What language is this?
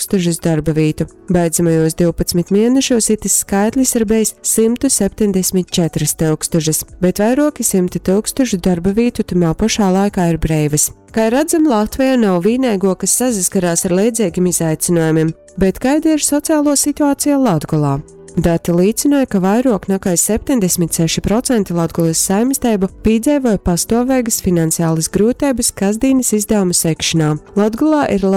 Latgalian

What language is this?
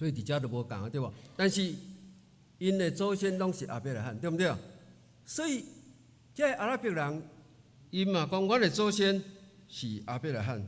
Min Nan Chinese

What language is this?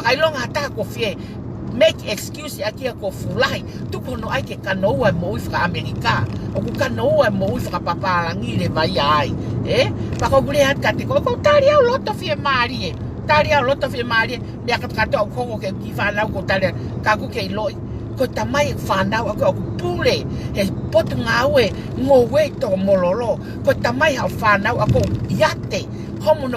Tongan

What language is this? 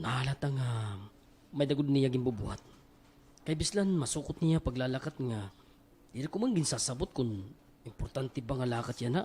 Waray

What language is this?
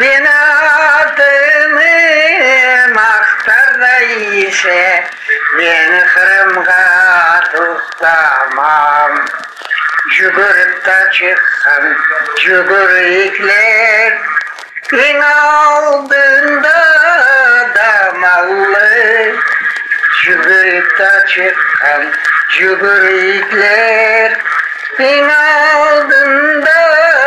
Crimean Tatar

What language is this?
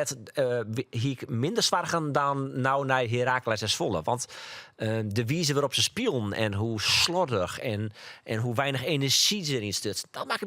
Western Frisian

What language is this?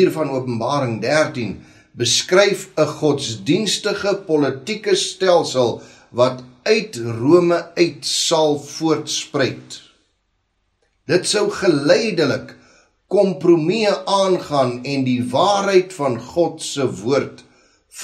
Afrikaans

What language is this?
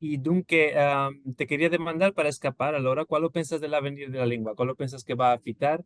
Ladino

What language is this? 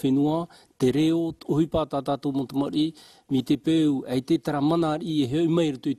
Tahitian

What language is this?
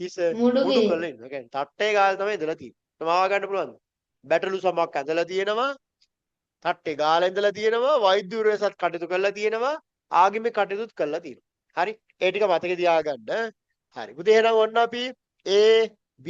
Sinhala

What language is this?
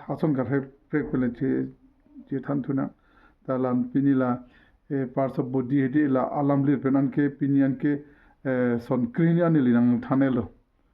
Karbi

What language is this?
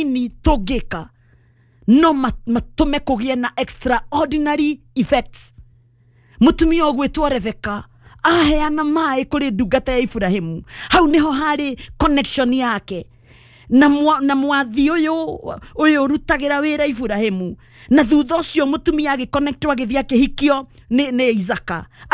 Kikuyu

